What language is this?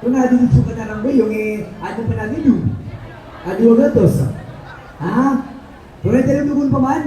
Maranao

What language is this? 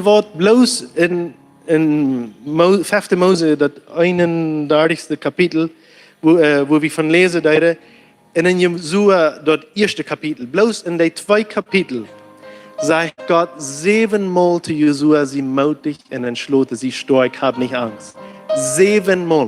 Plautdietsch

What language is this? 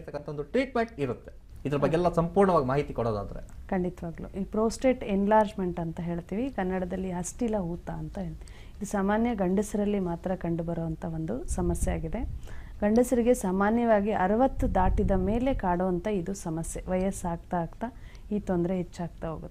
Kannada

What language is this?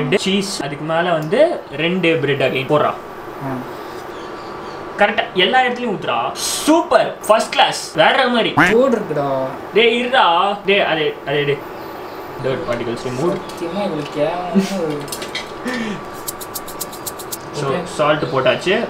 Tamil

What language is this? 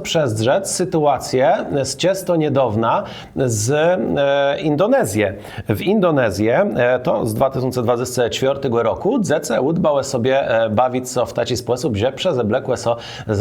Kashubian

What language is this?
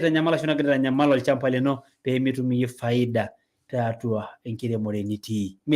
Masai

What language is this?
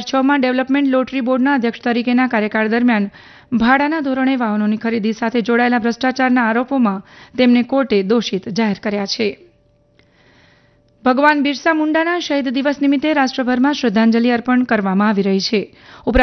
Gujarati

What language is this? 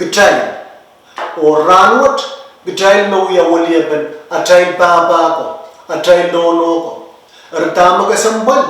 Pohnpeian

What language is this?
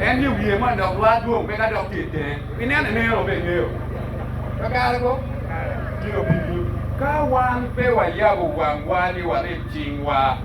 Acoli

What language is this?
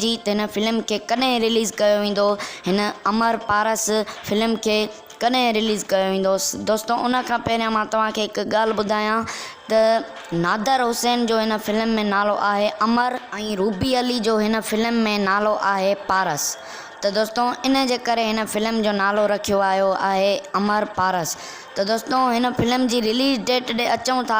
Sindhi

